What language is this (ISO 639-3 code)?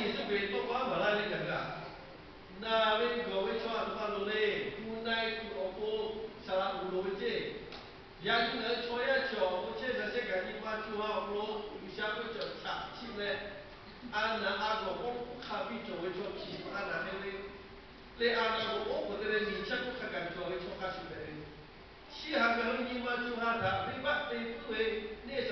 lhu